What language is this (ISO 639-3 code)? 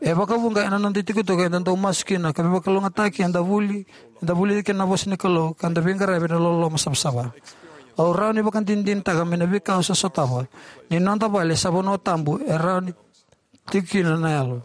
fij